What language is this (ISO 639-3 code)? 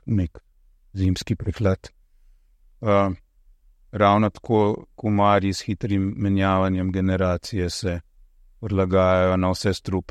slv